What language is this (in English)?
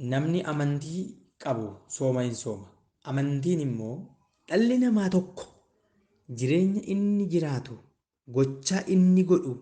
Oromo